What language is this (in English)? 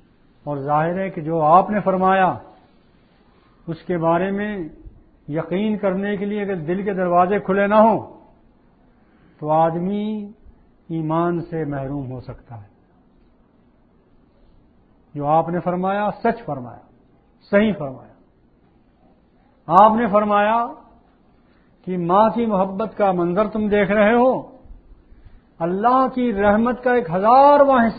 Urdu